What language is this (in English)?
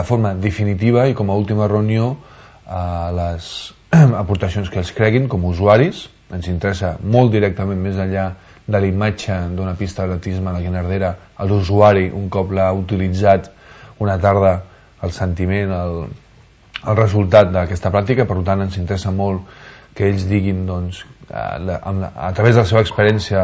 Catalan